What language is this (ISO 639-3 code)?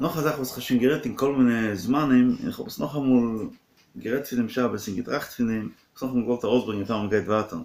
yid